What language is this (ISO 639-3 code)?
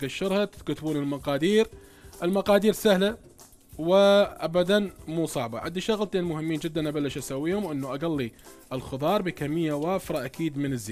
acm